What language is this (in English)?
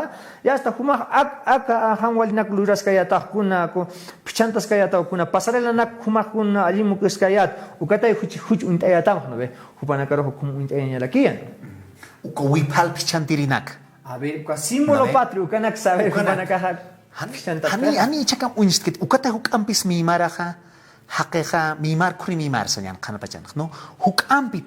Aymara